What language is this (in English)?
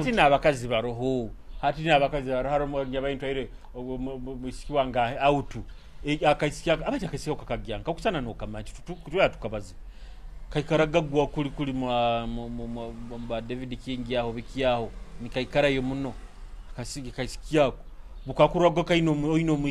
Nyoro